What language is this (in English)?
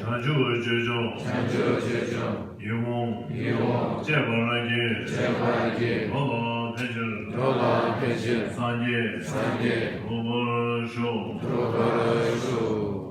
Tibetan